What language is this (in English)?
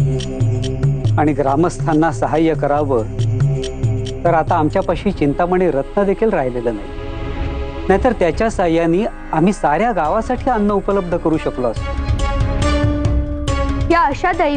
Marathi